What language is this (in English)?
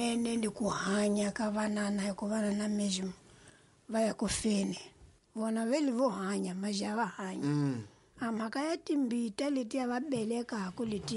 Tsonga